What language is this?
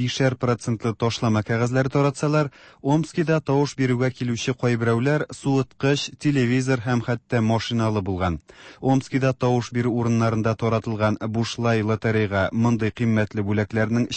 Tatar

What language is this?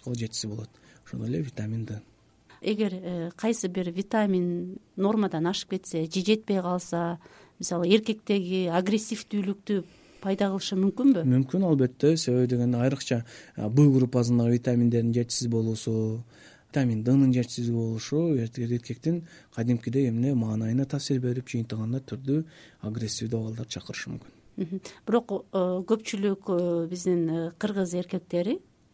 Kyrgyz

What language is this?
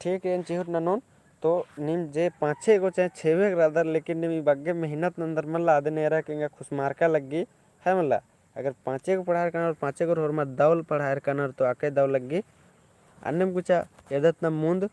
Kurukh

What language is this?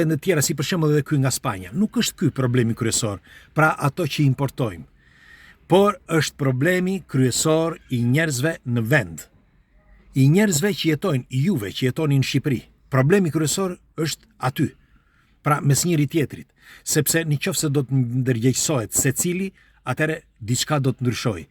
Albanian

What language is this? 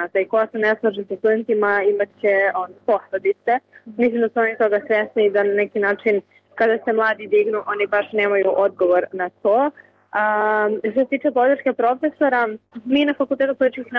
Serbian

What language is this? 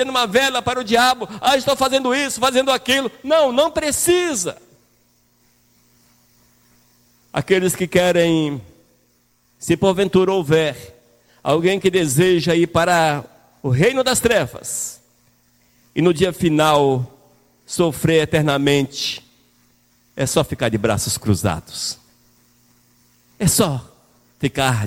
Portuguese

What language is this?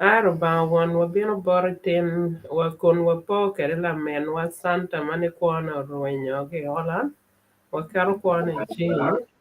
Acoli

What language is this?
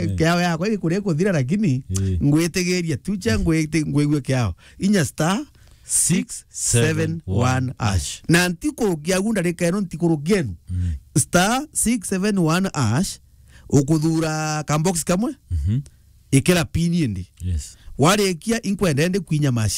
Meru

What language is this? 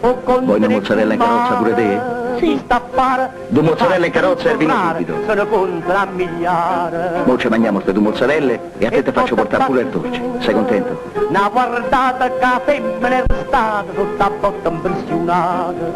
Neapolitan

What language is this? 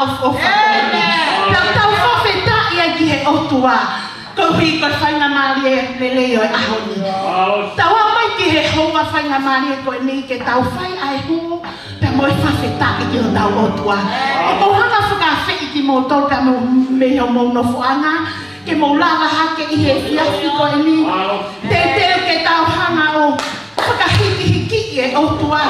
Tongan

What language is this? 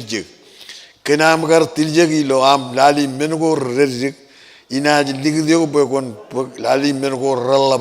Marshallese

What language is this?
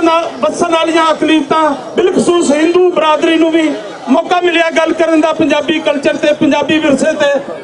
Western Panjabi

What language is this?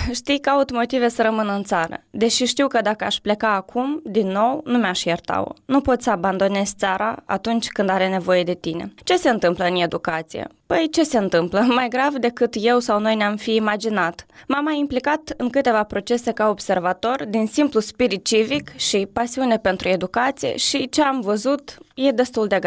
Romanian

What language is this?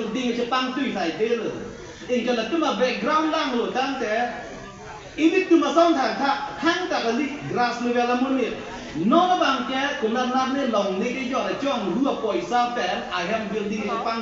Karbi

